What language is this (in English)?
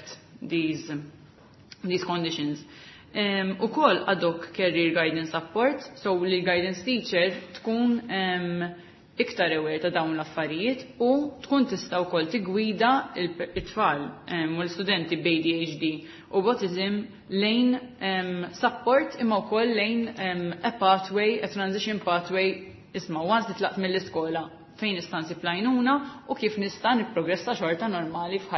Maltese